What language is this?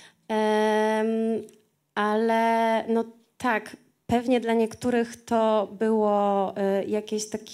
Polish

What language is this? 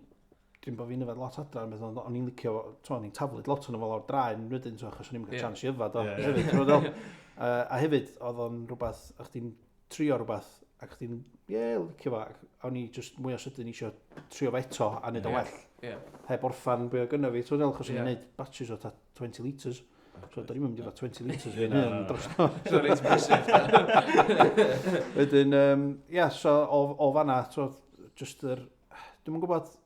Welsh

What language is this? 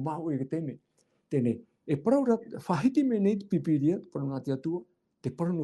Tahitian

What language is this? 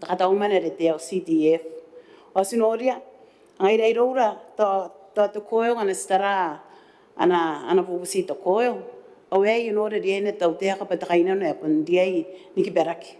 Gilbertese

